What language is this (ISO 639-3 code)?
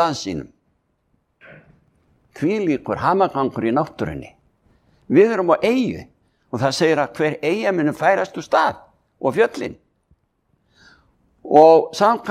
isl